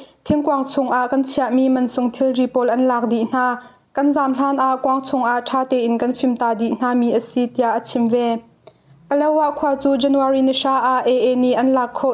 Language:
Hakha Chin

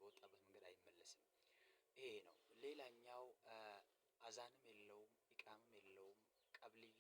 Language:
Amharic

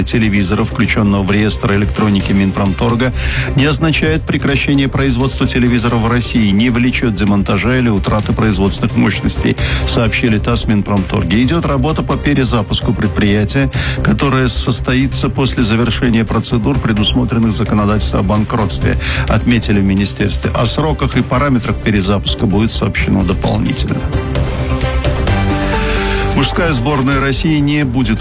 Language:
Russian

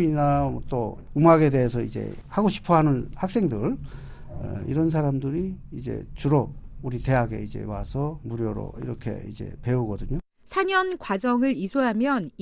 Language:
Korean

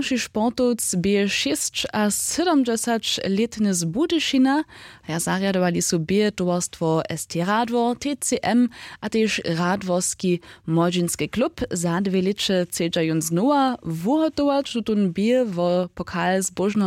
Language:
Upper Sorbian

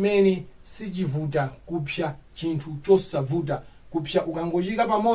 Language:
Nyanja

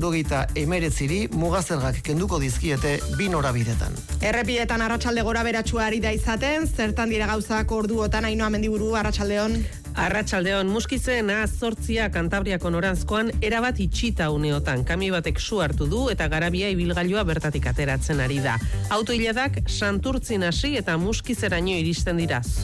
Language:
Basque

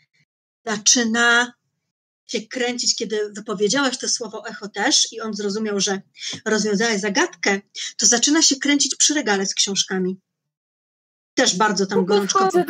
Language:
Polish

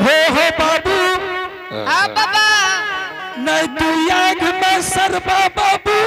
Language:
Angika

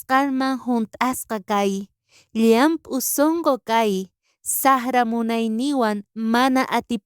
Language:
South Bolivian Quechua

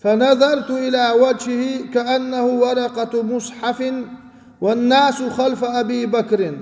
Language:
Chechen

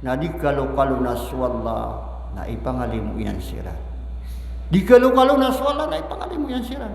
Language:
Maranao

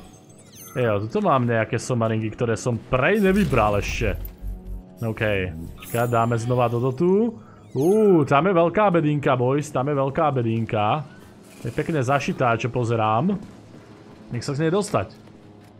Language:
Slovak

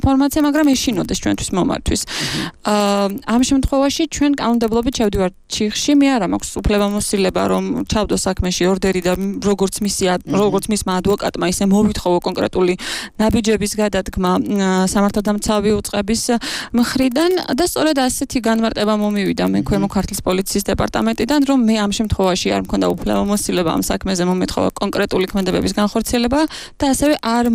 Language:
Georgian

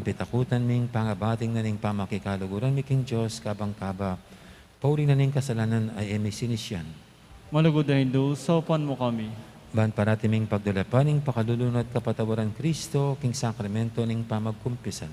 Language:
Pampanga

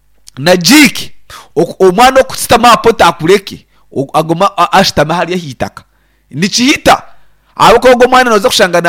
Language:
Nyankole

